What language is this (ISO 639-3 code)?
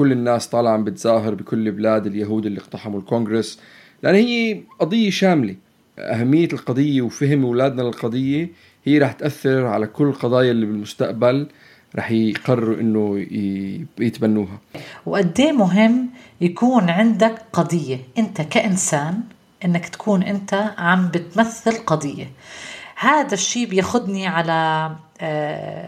apc